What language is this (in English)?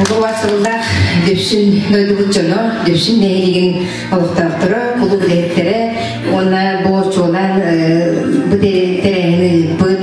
Yakut